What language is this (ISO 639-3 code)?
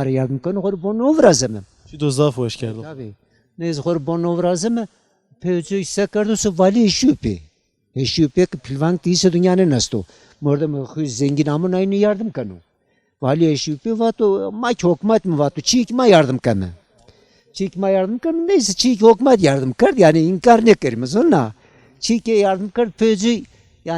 zza